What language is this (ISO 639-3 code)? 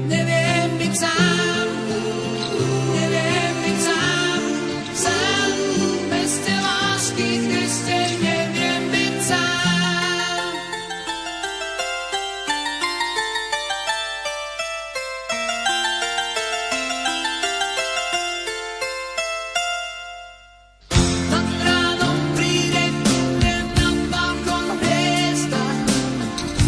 slk